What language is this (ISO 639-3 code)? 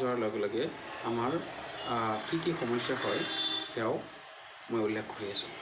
asm